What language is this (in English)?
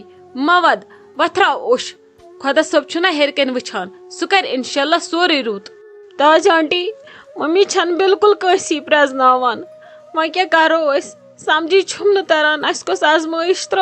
Kashmiri